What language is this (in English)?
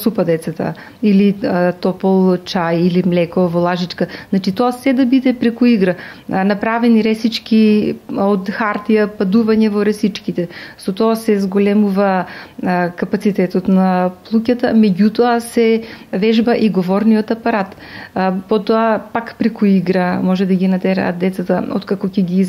Macedonian